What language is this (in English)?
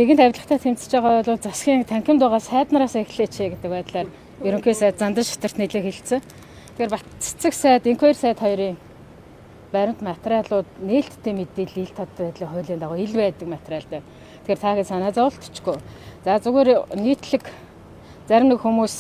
Mongolian